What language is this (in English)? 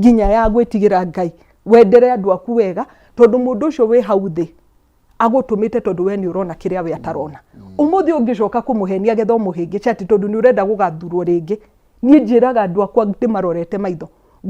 Kikuyu